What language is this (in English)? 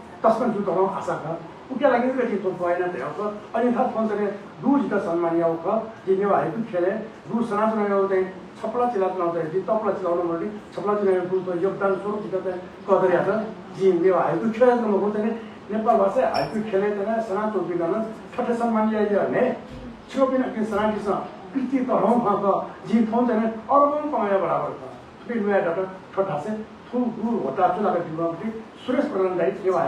Newari